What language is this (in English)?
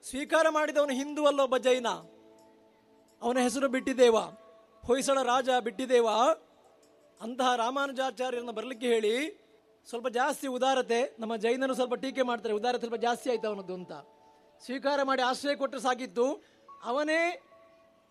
Kannada